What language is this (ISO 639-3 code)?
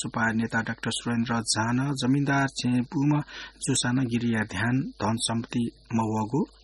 new